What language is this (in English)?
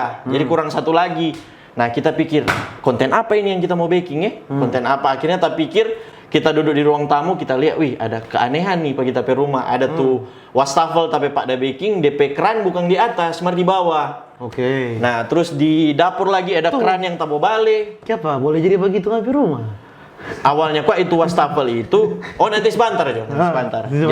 Manado Malay